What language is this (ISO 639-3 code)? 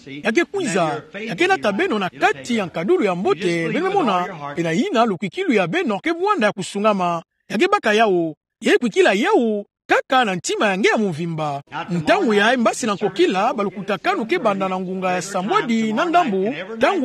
ktu